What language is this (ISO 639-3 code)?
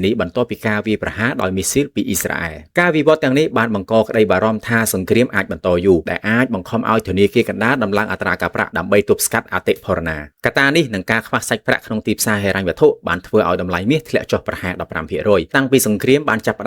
khm